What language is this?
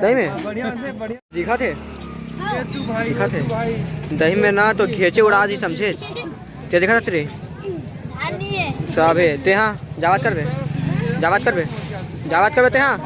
Chhattisgarhi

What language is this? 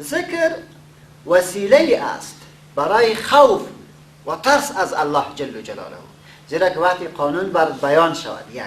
Persian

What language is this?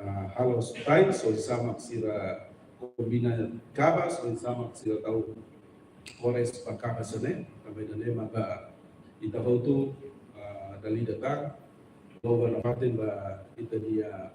Tetum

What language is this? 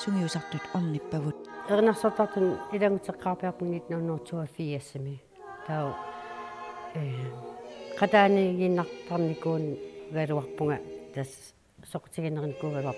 Kalaallisut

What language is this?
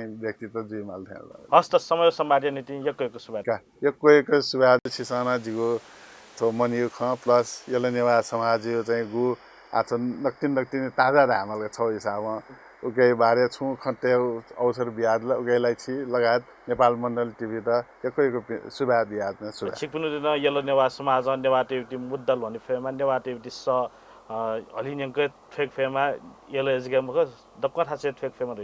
Newari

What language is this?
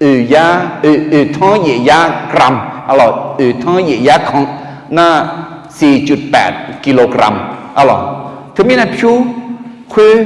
Akha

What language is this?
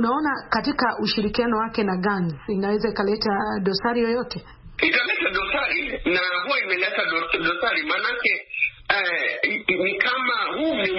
Swahili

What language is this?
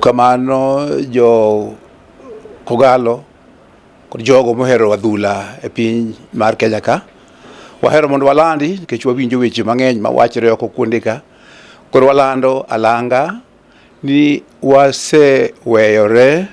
Luo (Kenya and Tanzania)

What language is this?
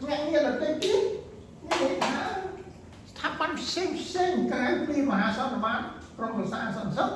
Khmer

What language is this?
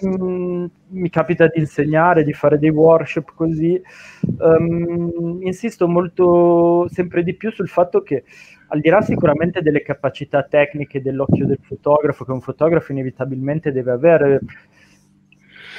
Italian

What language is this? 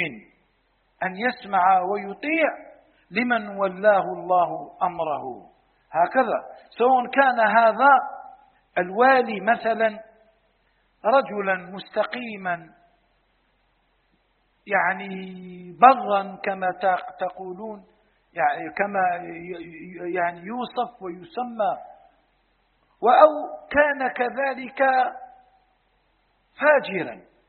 Arabic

